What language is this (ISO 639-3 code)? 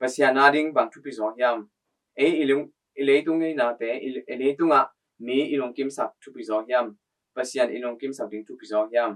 ctd